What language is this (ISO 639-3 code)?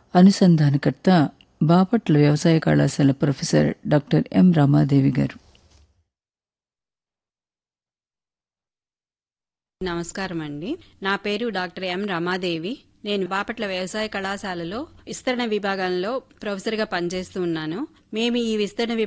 tel